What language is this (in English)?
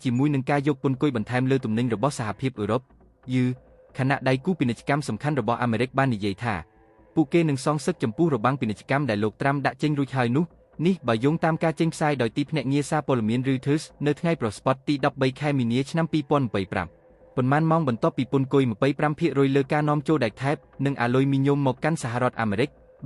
Khmer